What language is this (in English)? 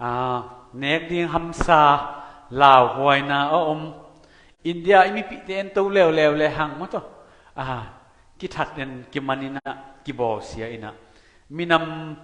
Tedim Chin